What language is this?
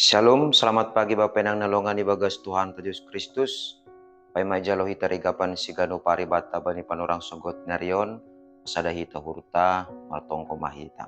Batak Simalungun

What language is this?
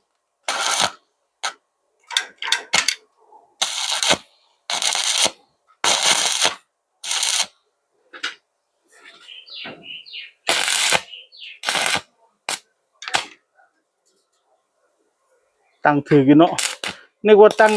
Northeastern Thai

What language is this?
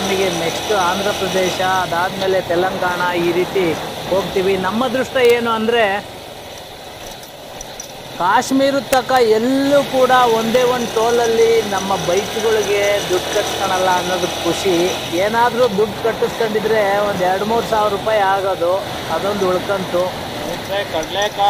Kannada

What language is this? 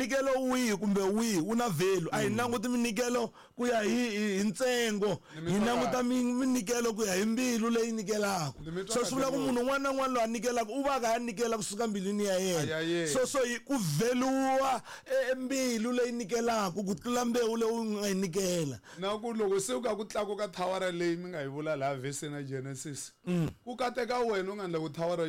Tsonga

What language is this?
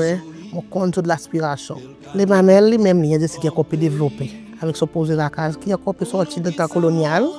Seselwa Creole French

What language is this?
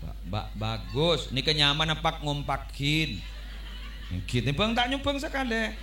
Madurese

